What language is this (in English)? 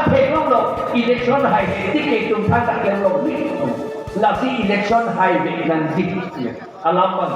Karbi